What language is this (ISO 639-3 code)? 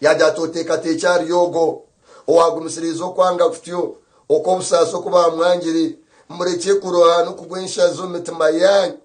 nyn